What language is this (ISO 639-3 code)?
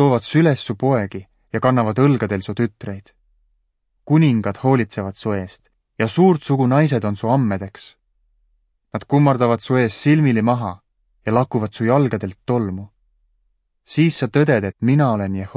est